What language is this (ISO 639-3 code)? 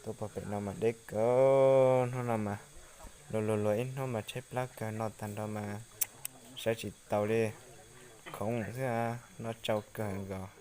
hmn